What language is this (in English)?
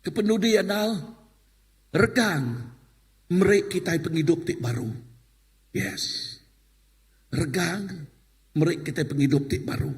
Iban